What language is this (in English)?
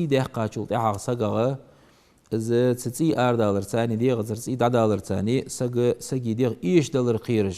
Ingush